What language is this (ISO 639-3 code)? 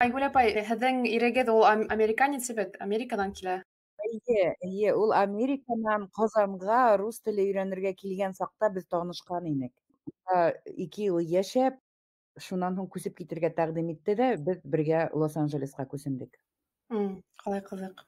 bak